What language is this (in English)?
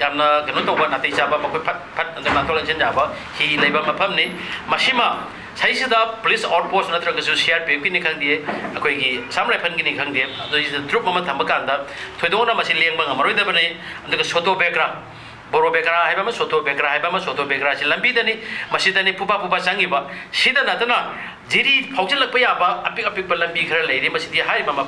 Manipuri